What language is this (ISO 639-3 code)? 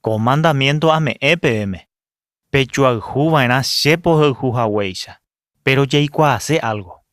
grn